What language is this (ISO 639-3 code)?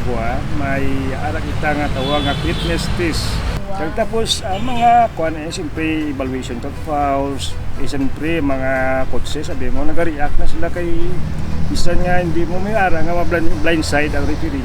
hil